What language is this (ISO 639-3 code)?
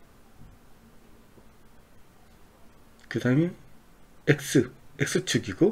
kor